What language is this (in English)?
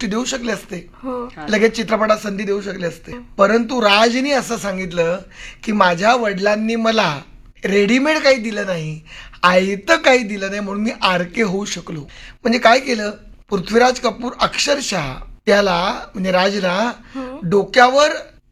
Marathi